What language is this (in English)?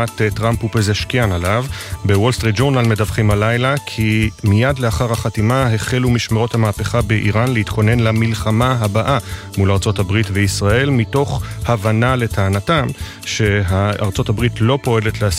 Hebrew